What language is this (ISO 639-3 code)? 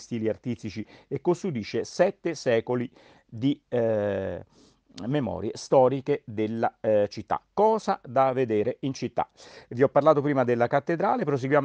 ita